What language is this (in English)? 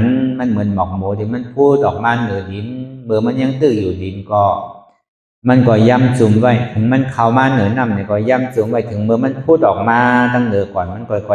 Shan